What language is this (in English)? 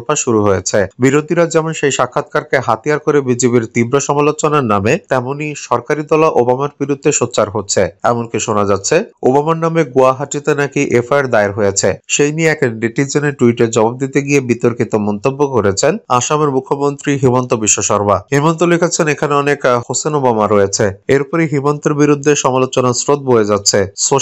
Bangla